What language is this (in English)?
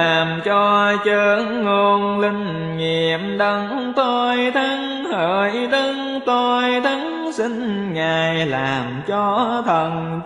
Vietnamese